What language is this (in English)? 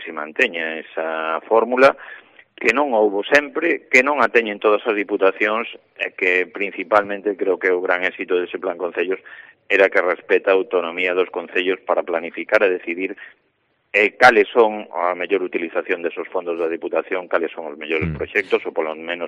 Galician